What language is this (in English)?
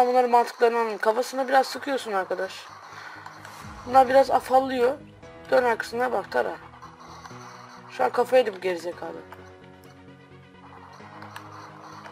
Turkish